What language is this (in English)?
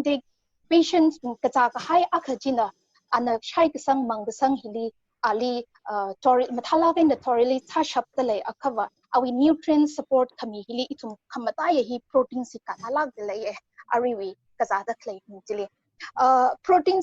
Tangkhul Naga (India)